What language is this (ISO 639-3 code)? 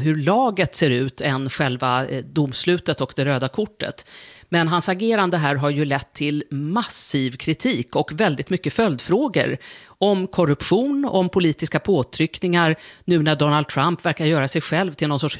swe